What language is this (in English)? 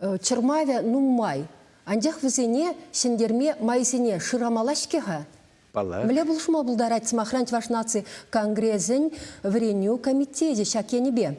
Chuvash